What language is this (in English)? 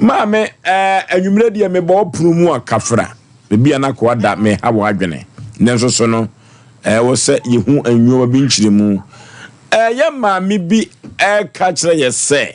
Akan